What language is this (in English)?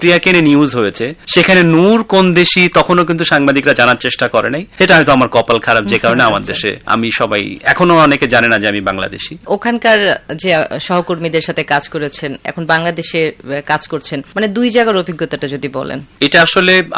Bangla